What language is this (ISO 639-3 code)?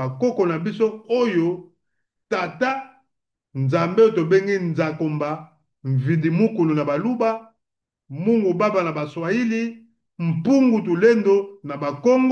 lin